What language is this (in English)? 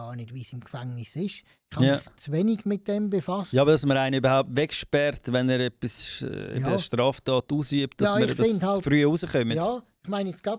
Swiss German